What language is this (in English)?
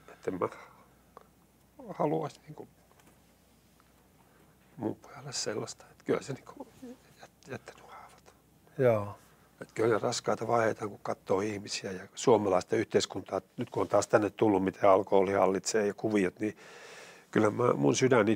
Finnish